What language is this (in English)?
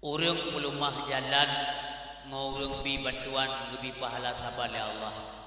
Achinese